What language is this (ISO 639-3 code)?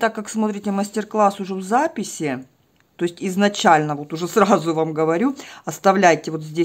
rus